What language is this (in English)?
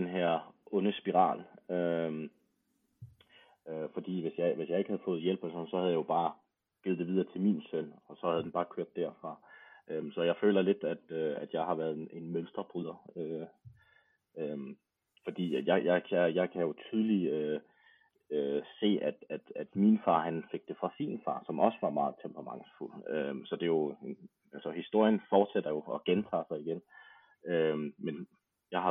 Danish